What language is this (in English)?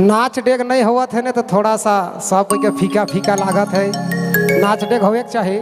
Sadri